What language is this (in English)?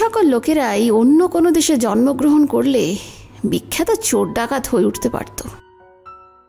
Bangla